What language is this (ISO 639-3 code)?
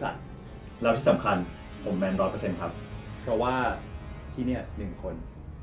tha